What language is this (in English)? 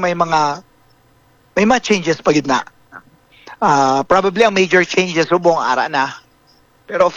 Hiligaynon